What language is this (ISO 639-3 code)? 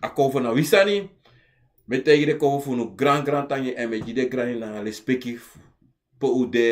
srn